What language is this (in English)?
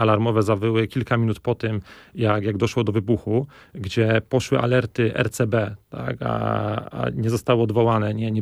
Polish